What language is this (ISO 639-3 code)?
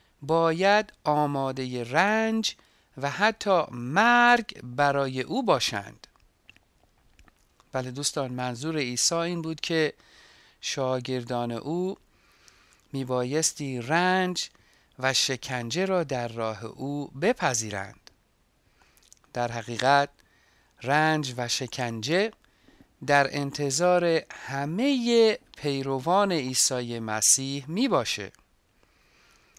fas